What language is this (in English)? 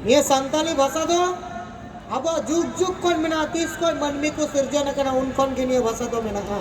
Santali